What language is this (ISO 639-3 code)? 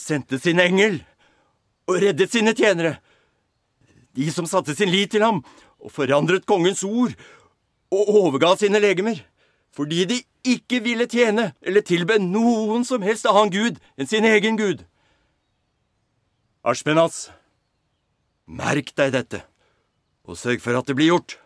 nor